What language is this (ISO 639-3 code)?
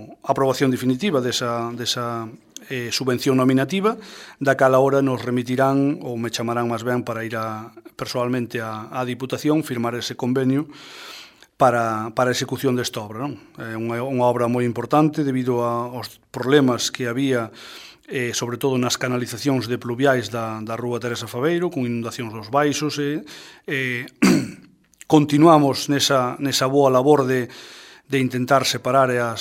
glg